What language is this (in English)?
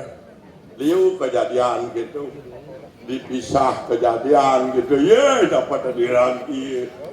Balinese